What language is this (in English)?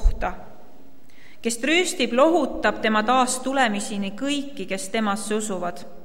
Estonian